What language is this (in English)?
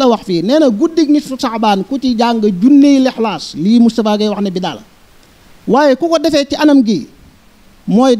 Wolof